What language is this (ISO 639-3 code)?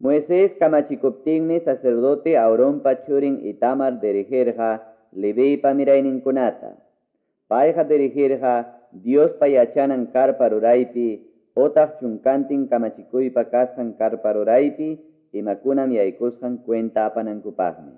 que